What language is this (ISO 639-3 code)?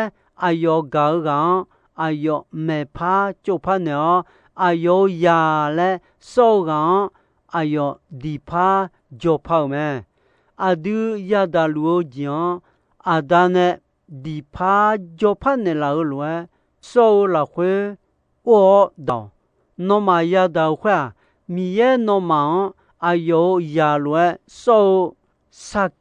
ahk